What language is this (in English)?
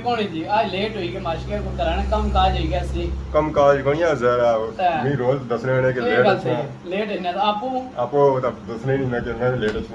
Pahari-Potwari